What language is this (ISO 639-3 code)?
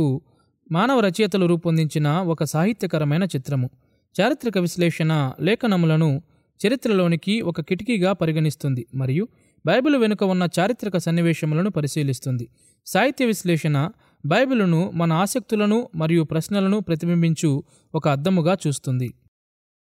tel